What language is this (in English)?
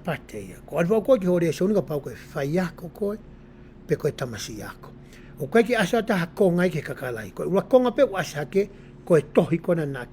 Tongan